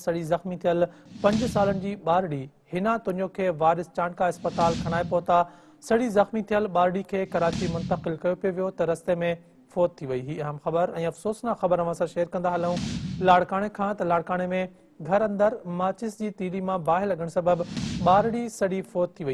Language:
Sindhi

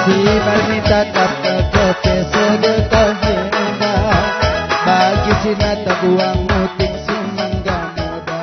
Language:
Batak Karo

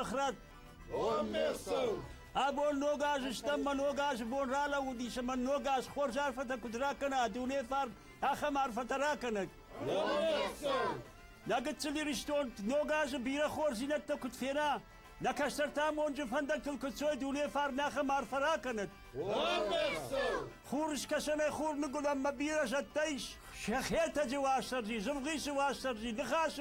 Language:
Ossetic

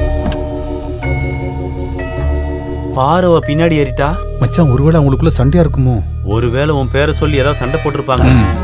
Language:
Tamil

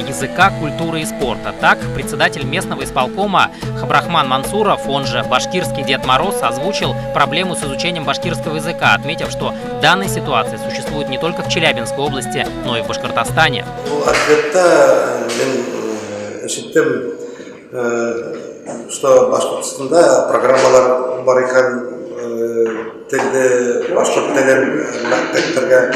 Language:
Bashkir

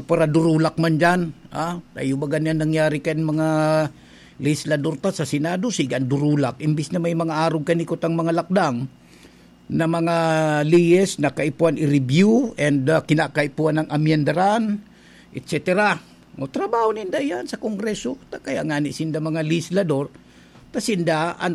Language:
Bikol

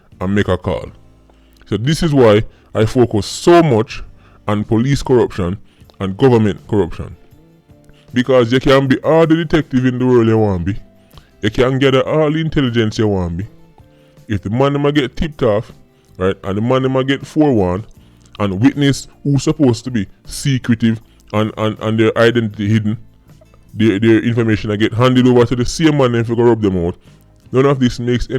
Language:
Jamaican Creole English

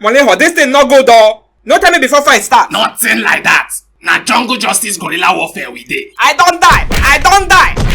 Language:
Nigerian Pidgin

